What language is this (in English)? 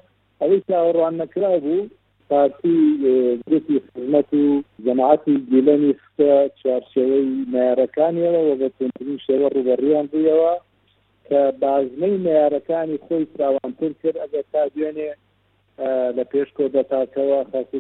Central Kurdish